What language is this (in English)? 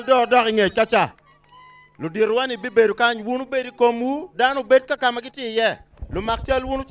Acoli